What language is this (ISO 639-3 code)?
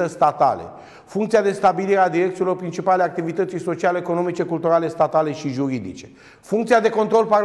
ron